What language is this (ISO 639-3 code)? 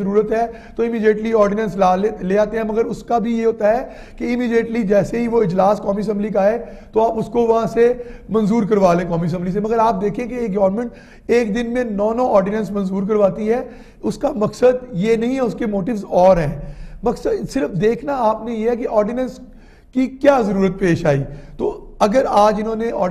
urd